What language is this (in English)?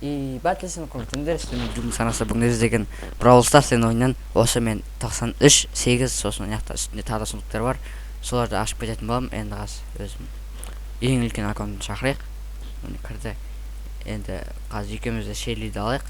Kazakh